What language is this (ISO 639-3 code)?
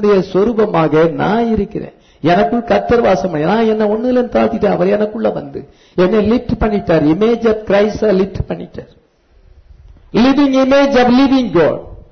tam